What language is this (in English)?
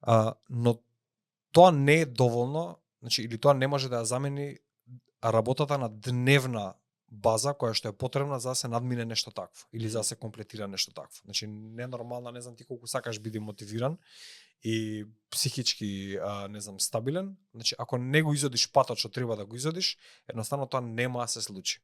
Macedonian